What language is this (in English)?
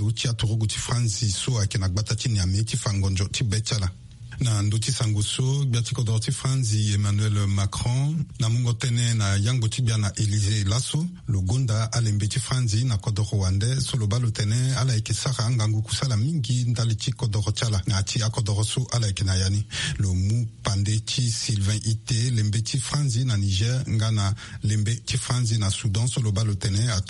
Sango